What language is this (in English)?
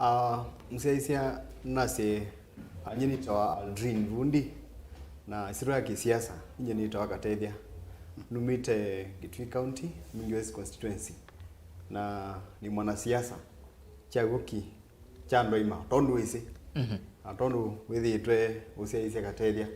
Kamba